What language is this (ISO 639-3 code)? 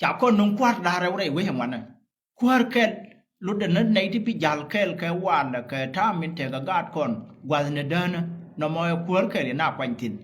nus